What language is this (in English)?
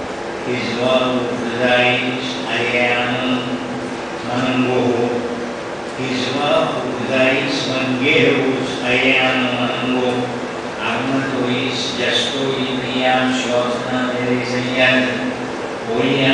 Gujarati